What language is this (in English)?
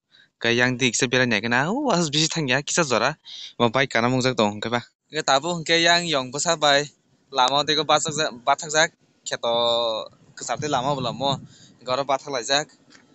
Kok Borok